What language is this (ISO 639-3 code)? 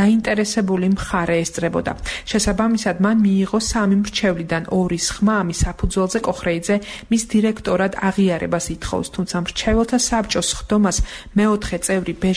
kat